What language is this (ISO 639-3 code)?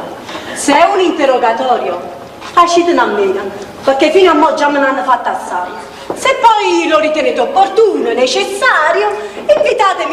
nap